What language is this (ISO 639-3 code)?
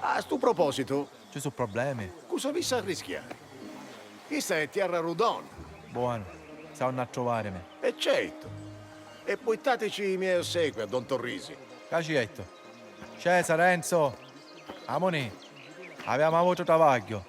scn